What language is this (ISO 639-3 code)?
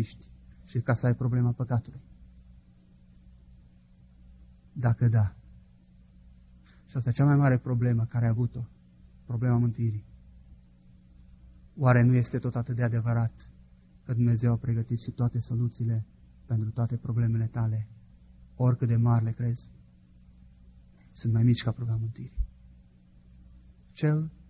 ron